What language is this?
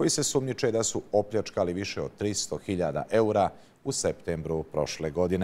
Croatian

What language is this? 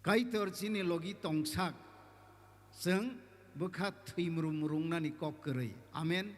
Kok Borok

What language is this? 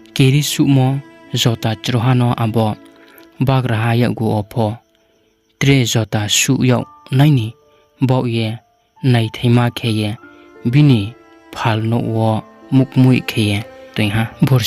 Riang (India)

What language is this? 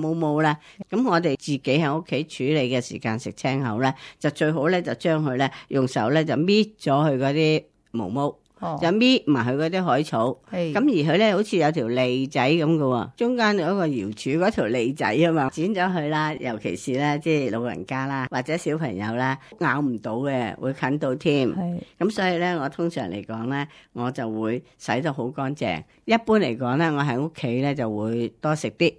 Cantonese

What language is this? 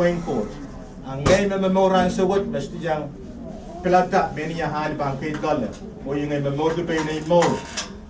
Pohnpeian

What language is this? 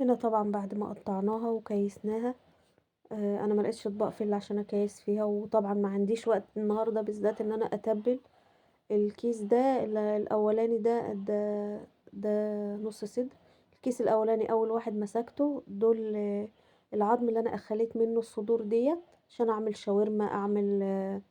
Egyptian Arabic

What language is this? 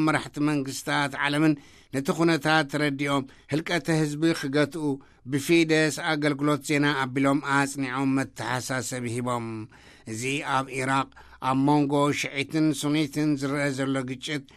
Tigrinya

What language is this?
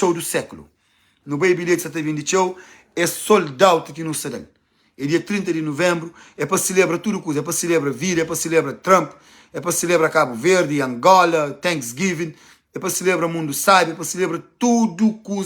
Kabuverdianu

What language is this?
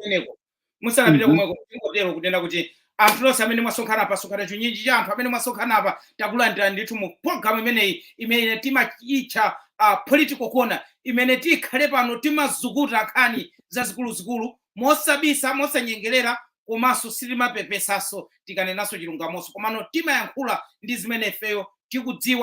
Nyanja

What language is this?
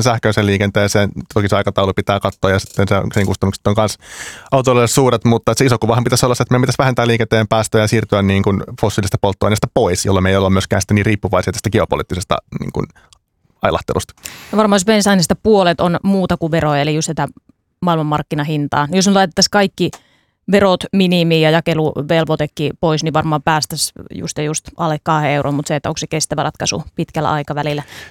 Finnish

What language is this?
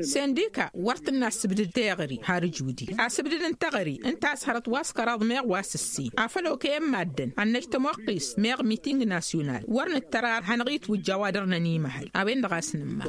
Tamasheq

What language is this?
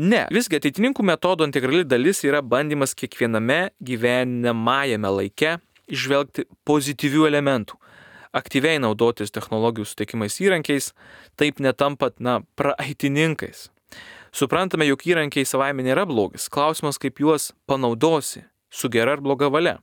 Lithuanian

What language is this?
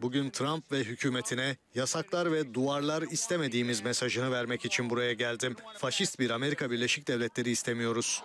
Crimean Tatar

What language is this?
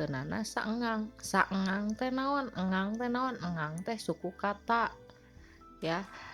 Sundanese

